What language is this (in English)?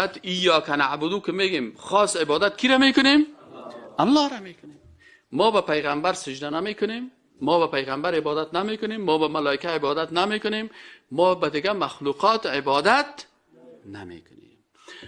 Persian